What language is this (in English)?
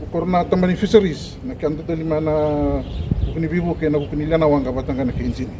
Fijian